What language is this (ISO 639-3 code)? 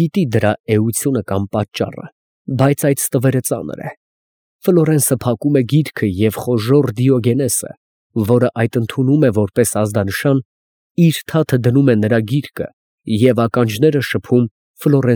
hye